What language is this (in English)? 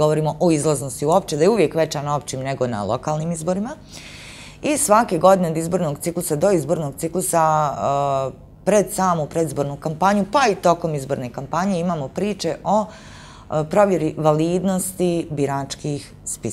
Bosnian